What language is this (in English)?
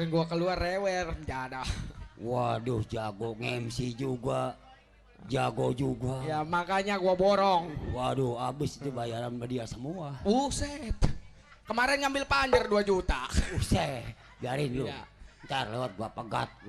Betawi